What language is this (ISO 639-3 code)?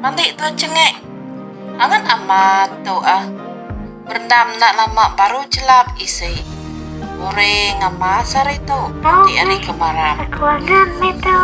iba